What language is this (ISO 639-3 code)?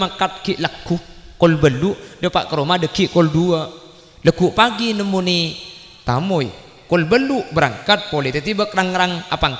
mad